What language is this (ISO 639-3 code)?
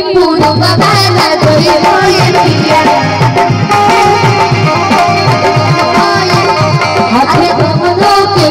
bho